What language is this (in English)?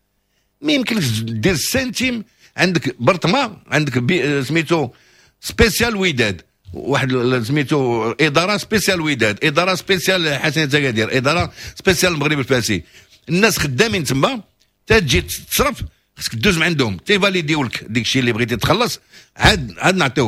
Moroccan Arabic